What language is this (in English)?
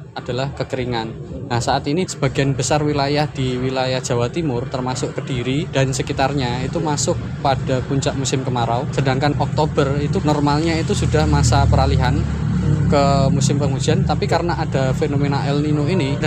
Indonesian